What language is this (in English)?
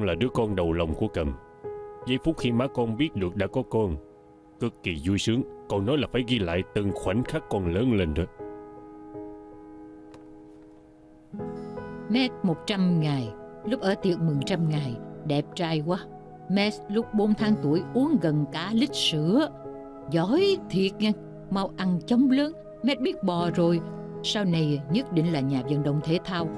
Vietnamese